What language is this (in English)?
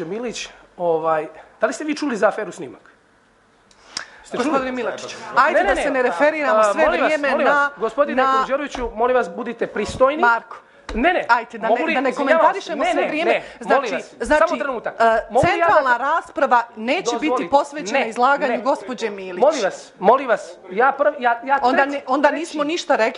Serbian